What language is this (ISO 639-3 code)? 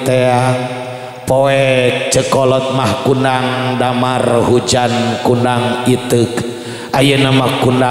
sun